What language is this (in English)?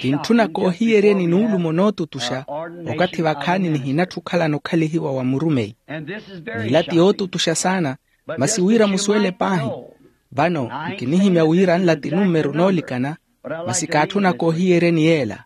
Makhuwa